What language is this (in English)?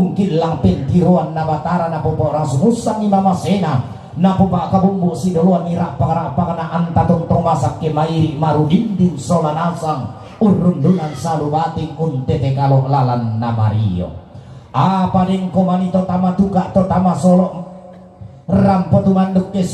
Toraja-Sa'dan